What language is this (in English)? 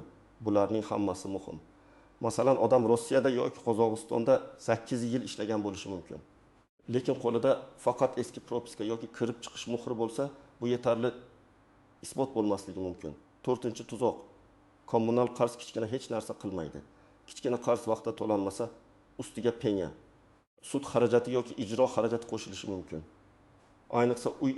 Uzbek